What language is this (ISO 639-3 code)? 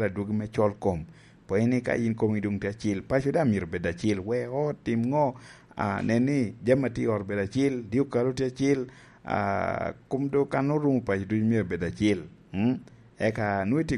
laj